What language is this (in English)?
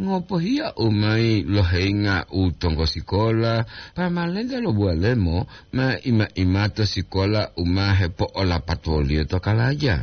Gorontalo